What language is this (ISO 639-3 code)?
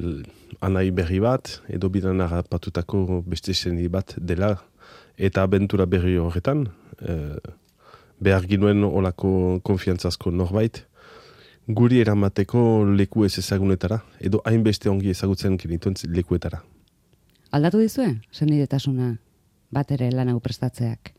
eus